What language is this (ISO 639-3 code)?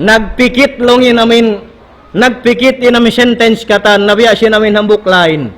tsg